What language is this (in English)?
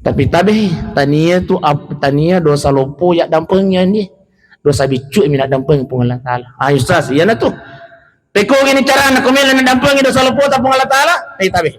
Buginese